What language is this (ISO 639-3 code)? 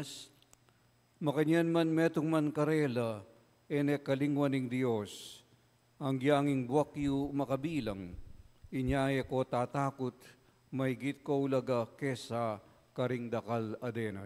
pam